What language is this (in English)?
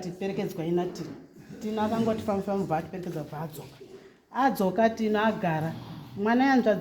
Shona